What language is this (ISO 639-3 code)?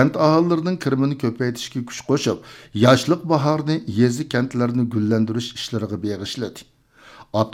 uig